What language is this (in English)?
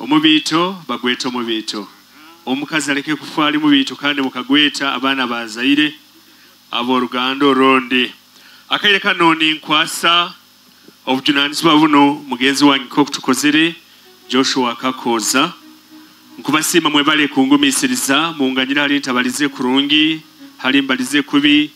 Nyoro